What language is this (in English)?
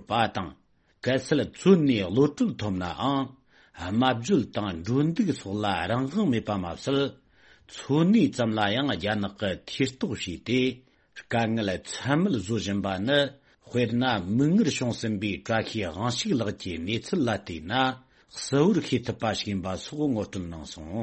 Tibetan